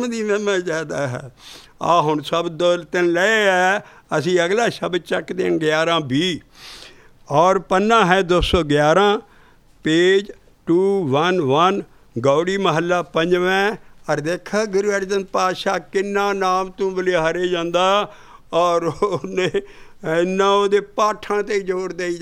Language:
Punjabi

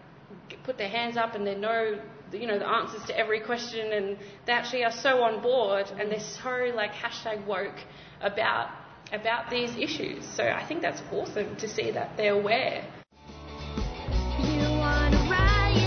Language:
English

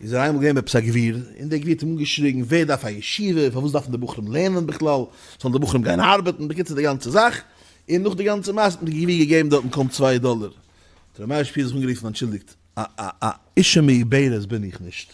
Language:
Yiddish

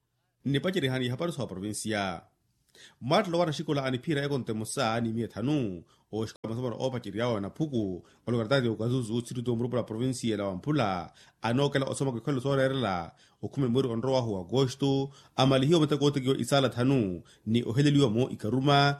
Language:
Makhuwa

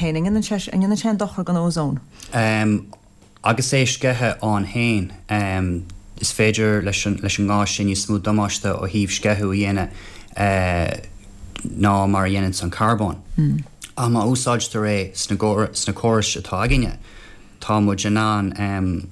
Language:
Irish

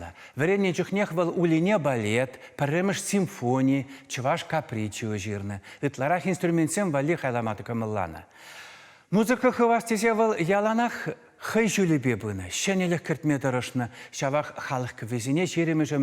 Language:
Chuvash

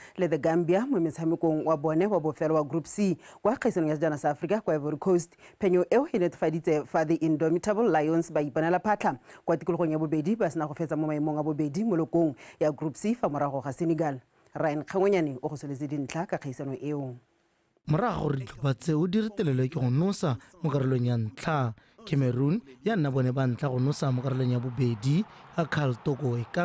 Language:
Tswana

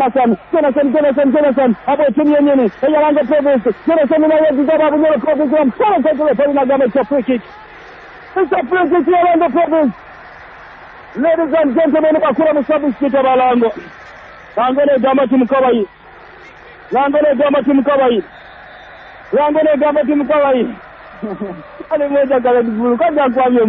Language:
Swahili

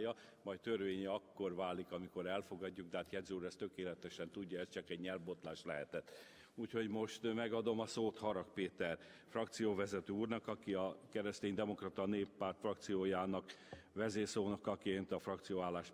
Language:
Hungarian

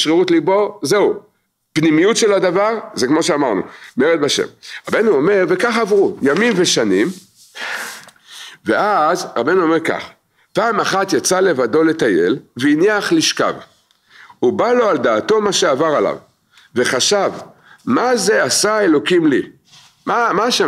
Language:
Hebrew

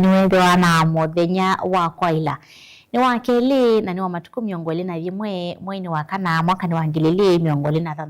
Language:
Kamba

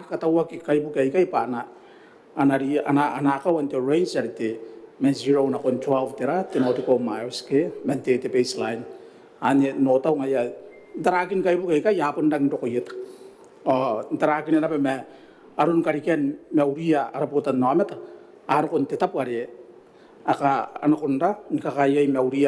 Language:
Gilbertese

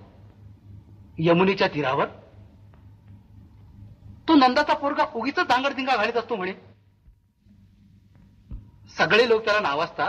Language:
Marathi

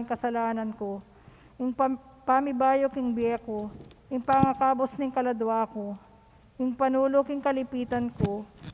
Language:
Pampanga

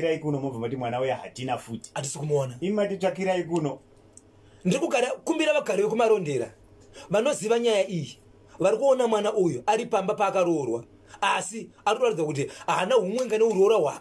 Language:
Shona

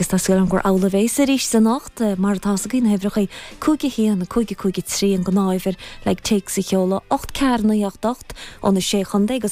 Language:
Irish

